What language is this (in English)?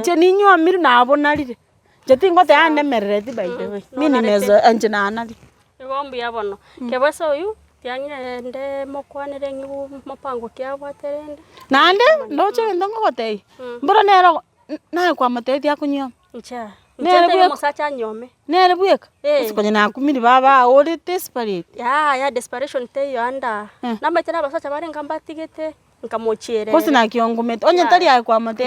Gusii